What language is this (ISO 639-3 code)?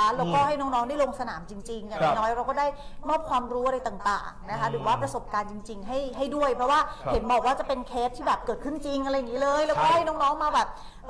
tha